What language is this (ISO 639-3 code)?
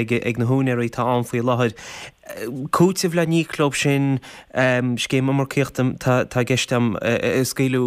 gle